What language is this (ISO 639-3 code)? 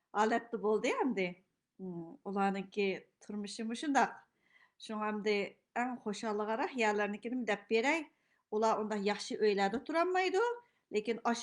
uig